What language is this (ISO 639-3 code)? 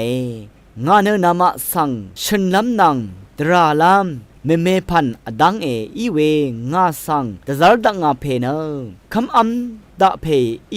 raw